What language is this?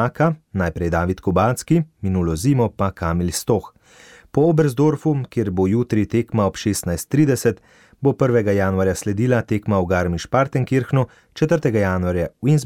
Slovenian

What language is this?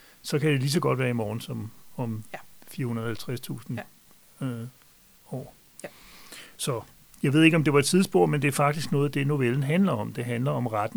Danish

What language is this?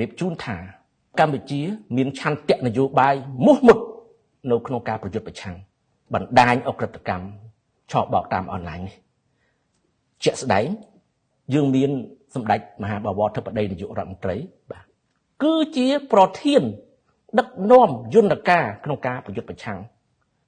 Khmer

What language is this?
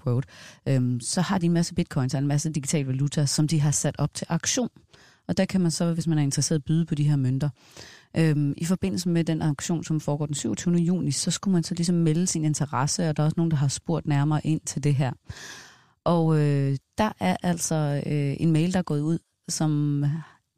Danish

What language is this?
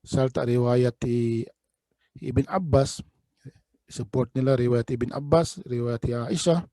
Tausug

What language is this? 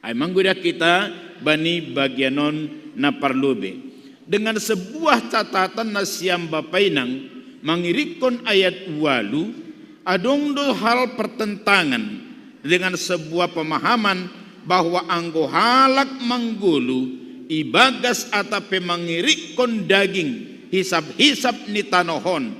Batak Simalungun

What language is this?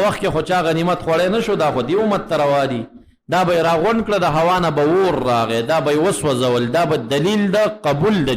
Pashto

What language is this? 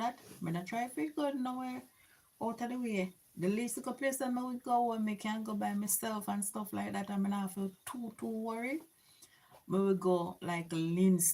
Jamaican Creole English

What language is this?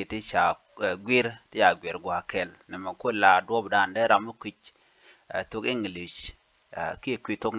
Nuer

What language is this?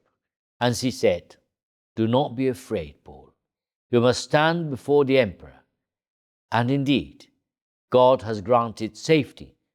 English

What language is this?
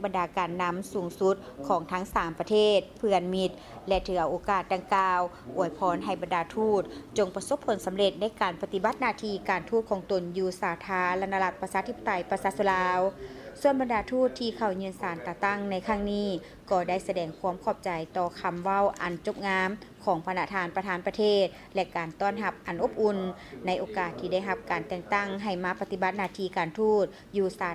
Lao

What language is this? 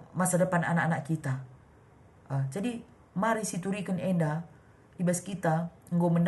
Batak Karo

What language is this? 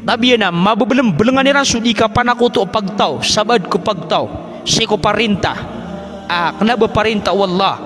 Maranao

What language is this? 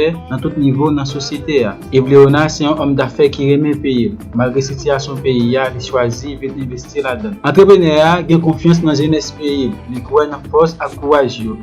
Haitian Creole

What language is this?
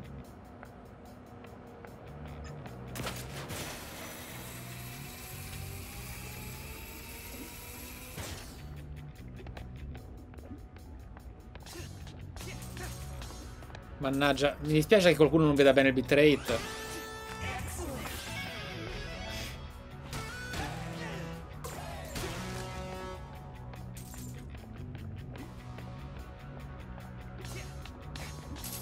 Italian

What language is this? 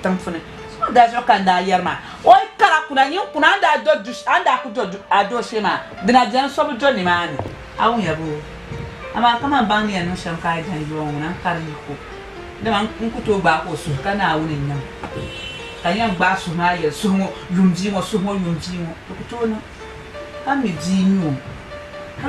Dagbani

